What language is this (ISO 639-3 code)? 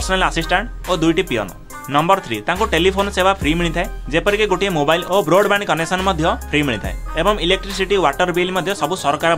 ori